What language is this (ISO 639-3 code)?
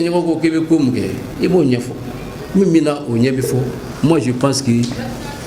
bam